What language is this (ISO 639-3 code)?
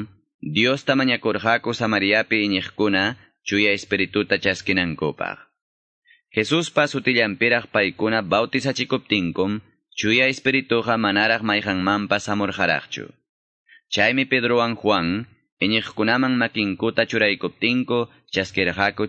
que